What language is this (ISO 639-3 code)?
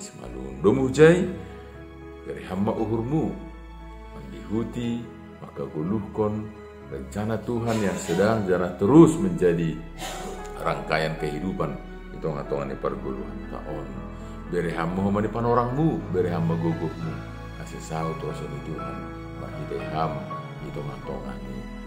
bts